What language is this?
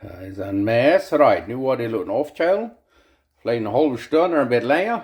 Plautdietsch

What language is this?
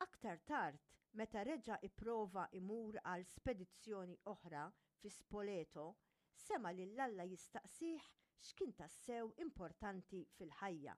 Maltese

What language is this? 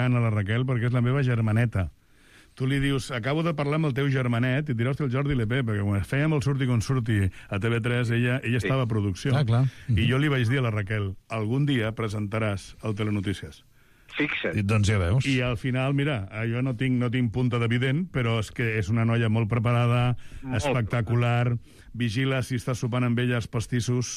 Catalan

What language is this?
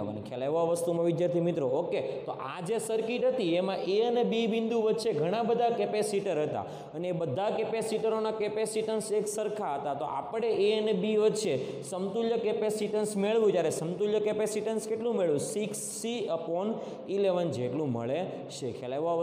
Gujarati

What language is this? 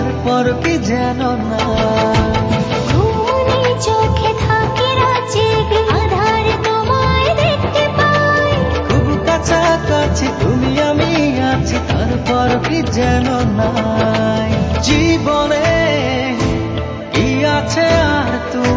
Bangla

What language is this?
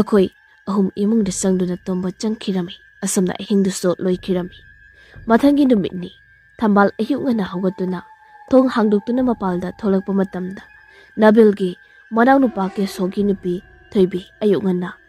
Manipuri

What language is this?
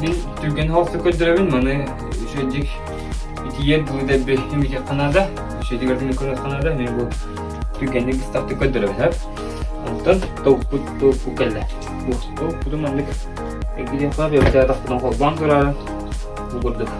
Yakut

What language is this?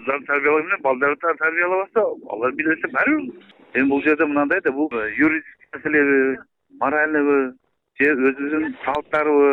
Kyrgyz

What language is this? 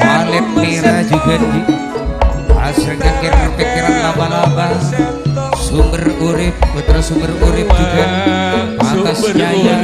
Madurese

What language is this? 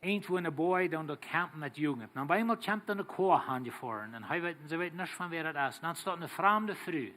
Plautdietsch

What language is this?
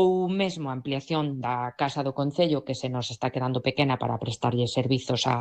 Galician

